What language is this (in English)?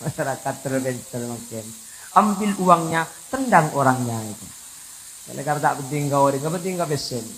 Madurese